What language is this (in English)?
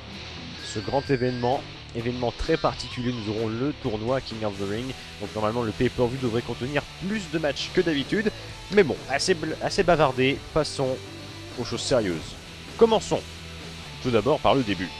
French